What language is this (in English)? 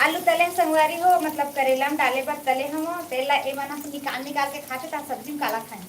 Chhattisgarhi